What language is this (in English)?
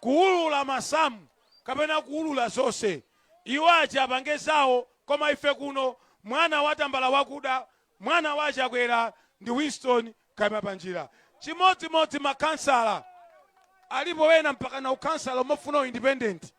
Nyanja